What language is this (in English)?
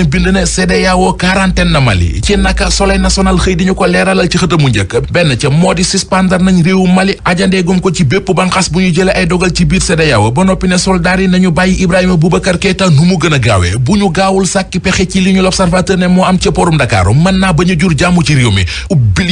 Wolof